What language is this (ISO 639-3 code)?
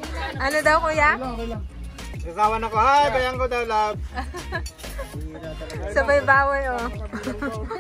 fil